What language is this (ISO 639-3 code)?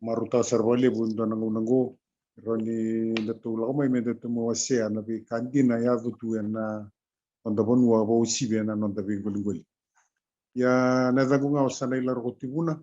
fij